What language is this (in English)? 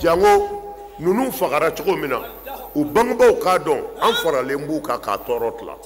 Bambara